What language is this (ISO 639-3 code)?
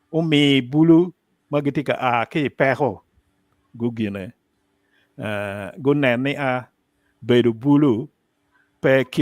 ach